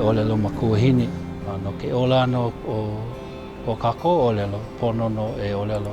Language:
Hawaiian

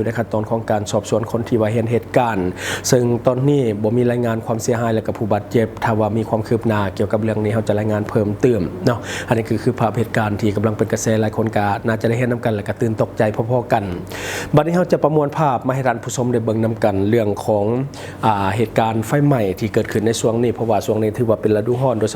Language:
Lao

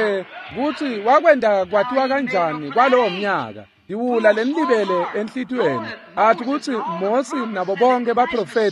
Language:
Swati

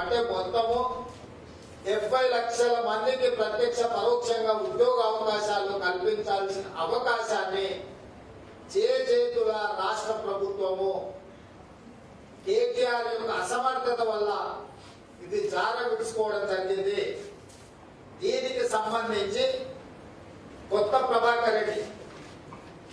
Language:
Telugu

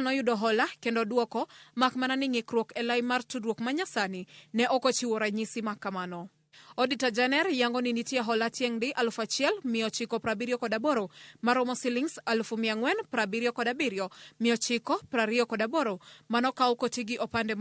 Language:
Luo (Kenya and Tanzania)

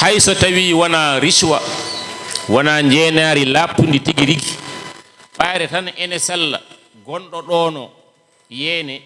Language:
Fula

